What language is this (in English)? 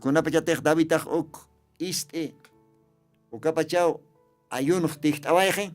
Aymara